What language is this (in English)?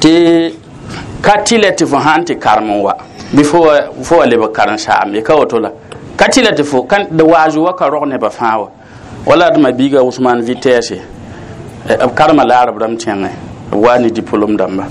Mossi